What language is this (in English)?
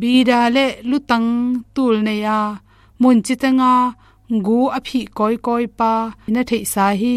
Tedim Chin